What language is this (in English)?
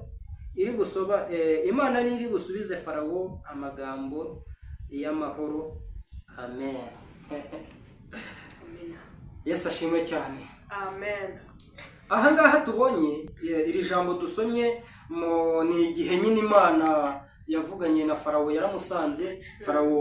Kinyarwanda